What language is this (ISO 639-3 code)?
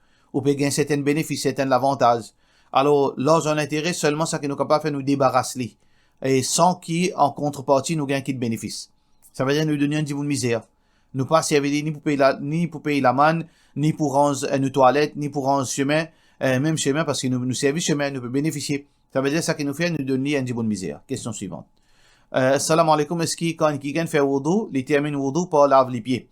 mfe